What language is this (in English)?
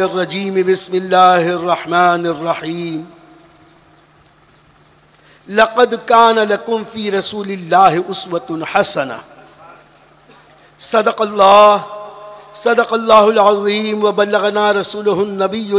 Urdu